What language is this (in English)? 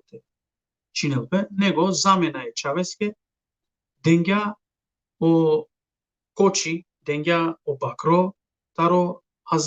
Balkan Romani